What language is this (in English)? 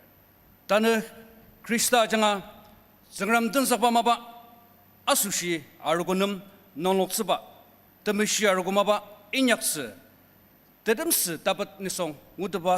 Ao Naga